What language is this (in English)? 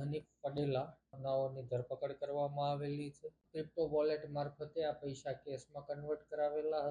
Gujarati